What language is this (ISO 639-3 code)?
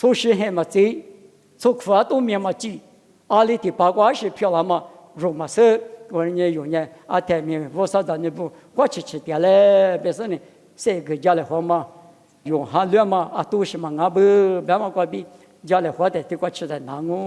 lis